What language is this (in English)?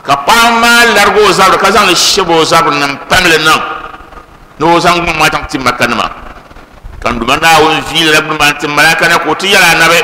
Dagbani